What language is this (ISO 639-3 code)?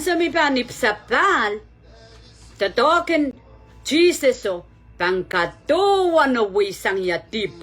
pon